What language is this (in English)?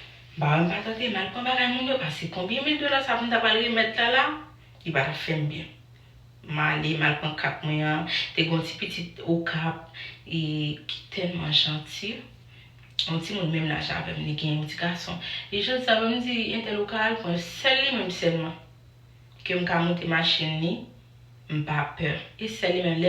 Haitian Creole